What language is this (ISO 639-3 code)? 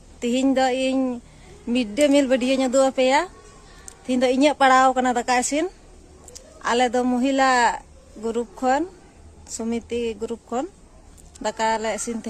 sat